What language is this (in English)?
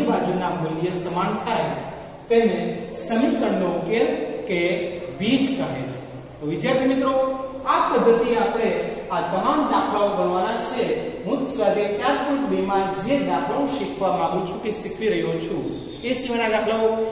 Gujarati